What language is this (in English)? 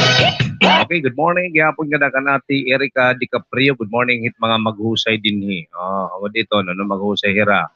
Waray